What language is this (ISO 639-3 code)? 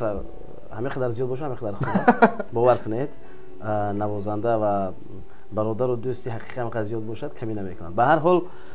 tgk